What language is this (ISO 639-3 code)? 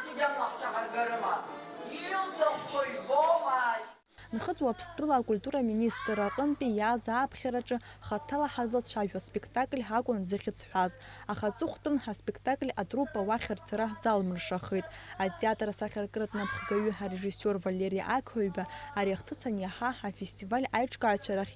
abk